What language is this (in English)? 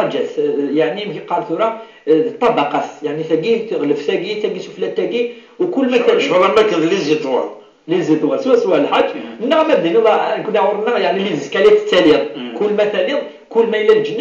Kabyle